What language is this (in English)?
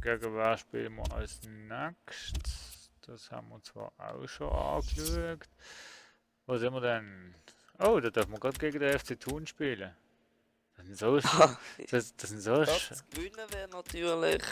Swiss German